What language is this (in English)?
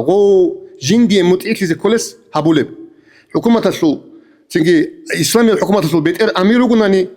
Avaric